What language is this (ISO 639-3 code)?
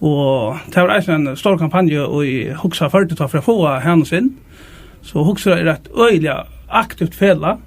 fao